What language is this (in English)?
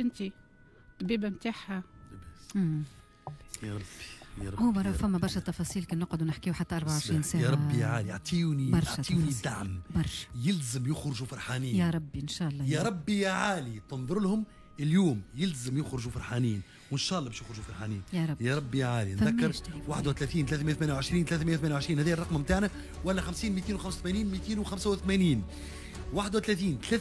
Tunisian Arabic